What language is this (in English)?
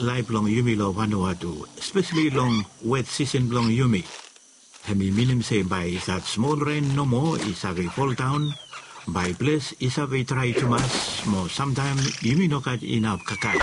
Bislama